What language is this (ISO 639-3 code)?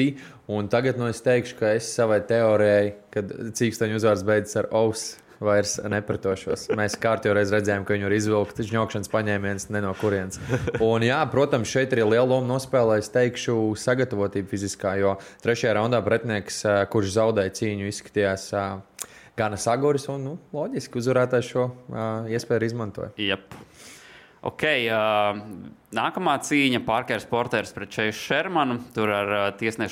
lav